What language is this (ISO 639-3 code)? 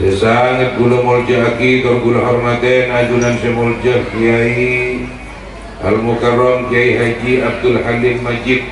mad